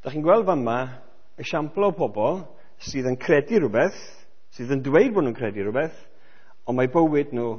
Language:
Welsh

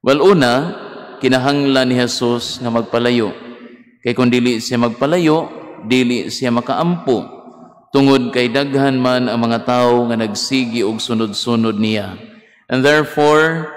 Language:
Cebuano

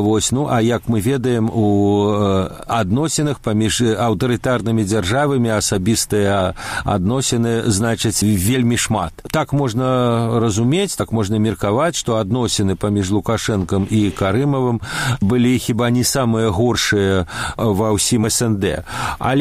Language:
Belarusian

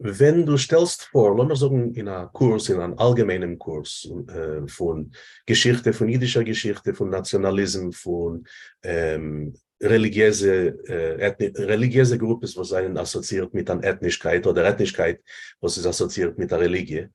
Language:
Yiddish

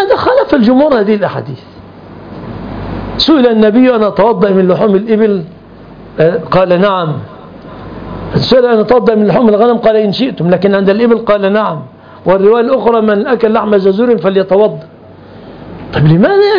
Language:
Arabic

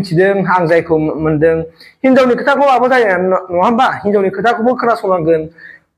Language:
Bodo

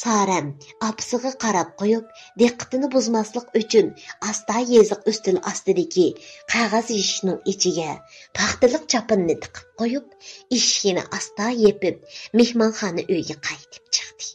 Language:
Uyghur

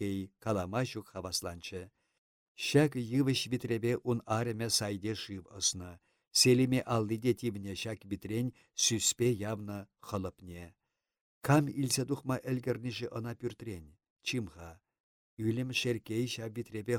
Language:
Chuvash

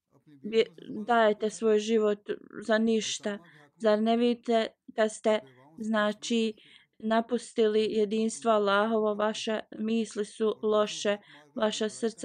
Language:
Bosnian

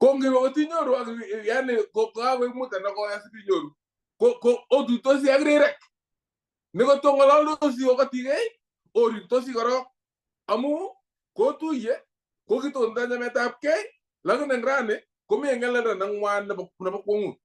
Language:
Kalenjin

